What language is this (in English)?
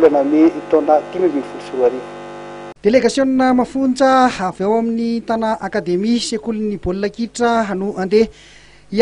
Malagasy